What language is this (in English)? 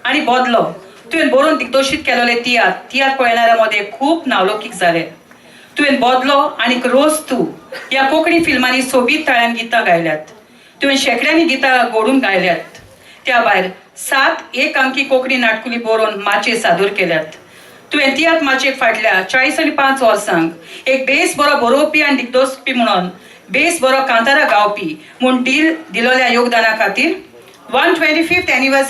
Konkani